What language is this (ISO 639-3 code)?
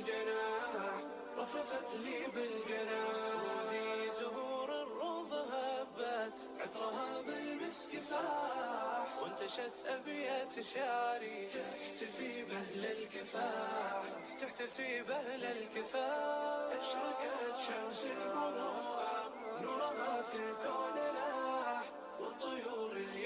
ara